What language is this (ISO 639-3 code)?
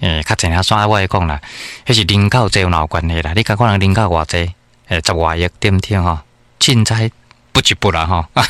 nan